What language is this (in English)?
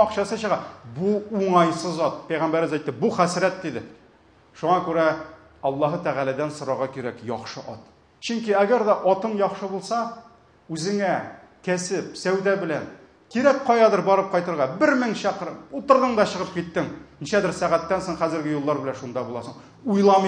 Tatar